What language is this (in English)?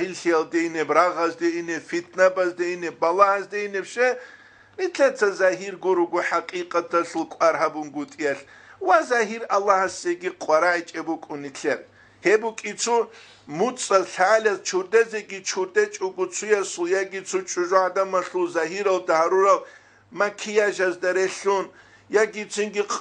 Avaric